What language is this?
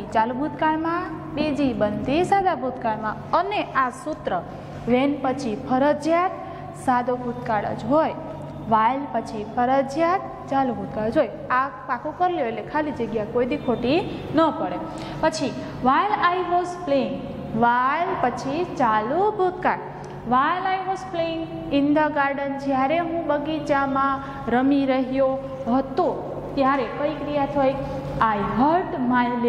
Gujarati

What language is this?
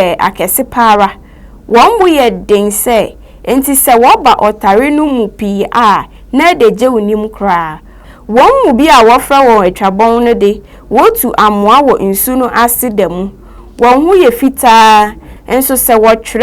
Akan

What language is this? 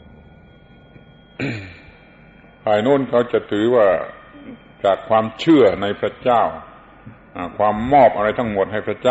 Thai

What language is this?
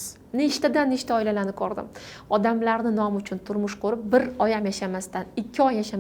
Uzbek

